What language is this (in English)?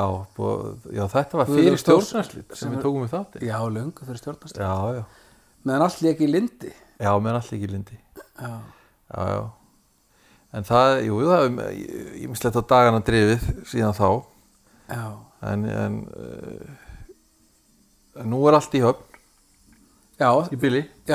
Icelandic